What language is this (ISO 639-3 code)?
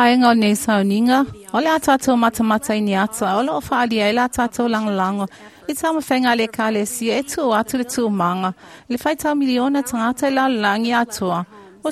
smo